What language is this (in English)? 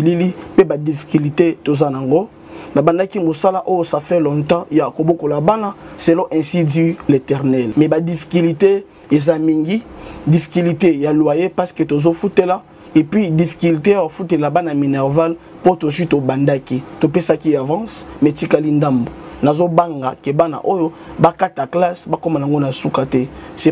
Lingala